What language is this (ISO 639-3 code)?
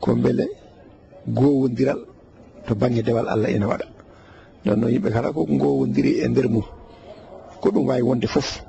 ful